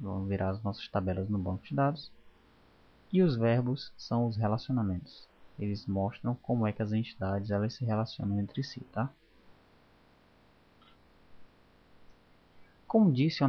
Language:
Portuguese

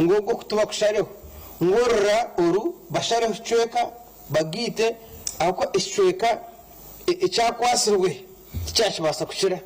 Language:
Nyankole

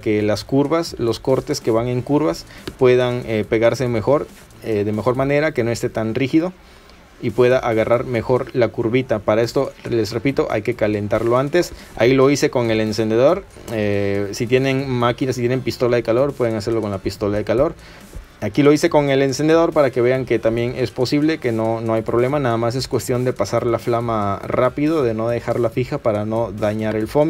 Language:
Spanish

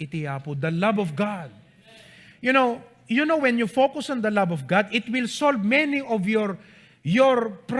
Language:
Iloko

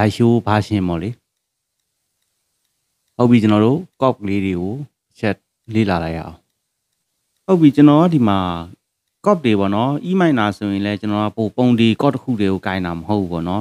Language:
Burmese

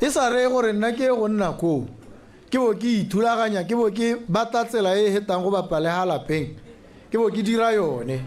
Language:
Tswana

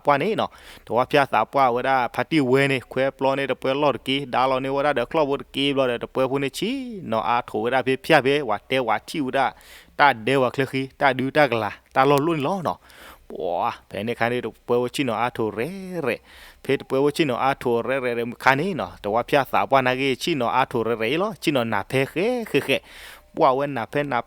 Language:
S'gaw Karen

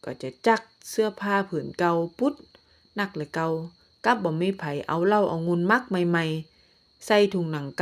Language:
Northern Thai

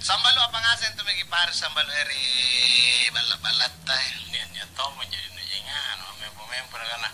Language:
Makasar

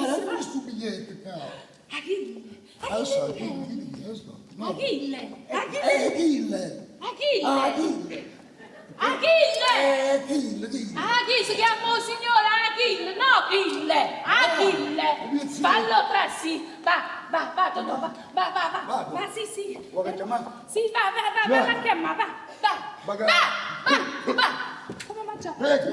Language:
Neapolitan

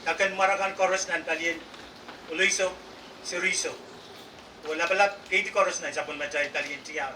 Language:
Pohnpeian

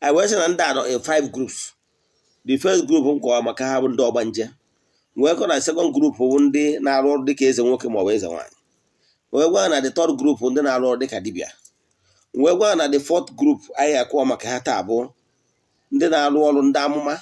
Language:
Igbo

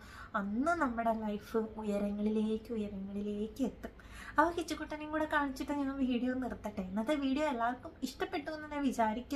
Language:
Malayalam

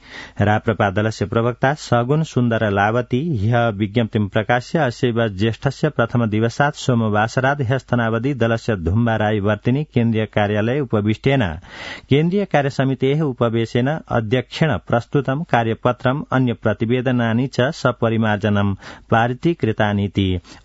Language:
Sanskrit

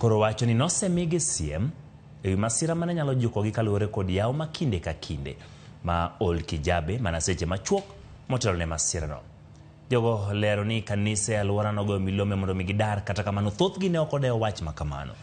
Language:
Luo (Kenya and Tanzania)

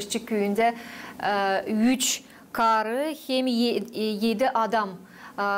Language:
Gagauz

